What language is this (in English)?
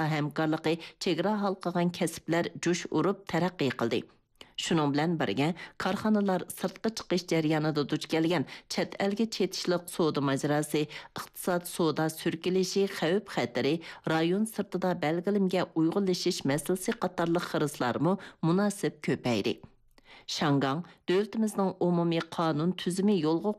Uyghur